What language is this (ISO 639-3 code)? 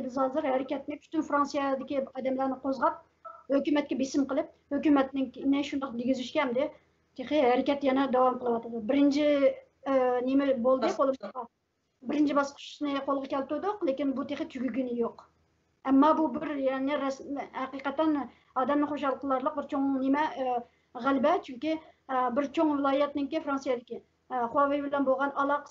uig